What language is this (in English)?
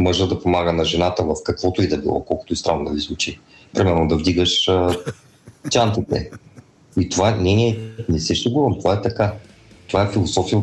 Bulgarian